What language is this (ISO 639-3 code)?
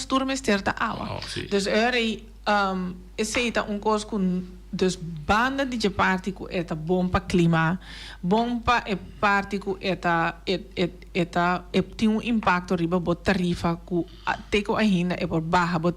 pap